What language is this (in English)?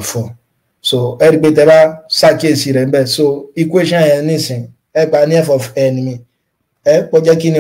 Yoruba